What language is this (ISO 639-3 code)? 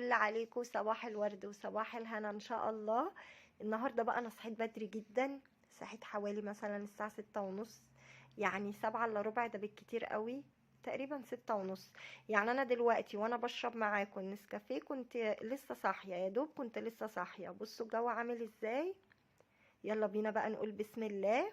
arz